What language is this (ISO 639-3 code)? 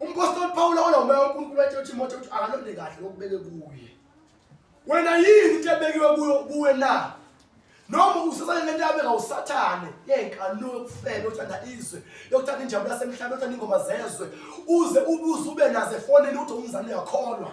zul